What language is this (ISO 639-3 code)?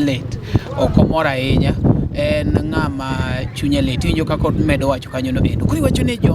luo